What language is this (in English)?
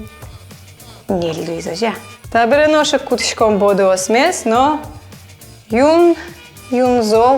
Udmurt